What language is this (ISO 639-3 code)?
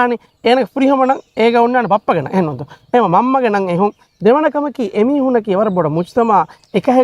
div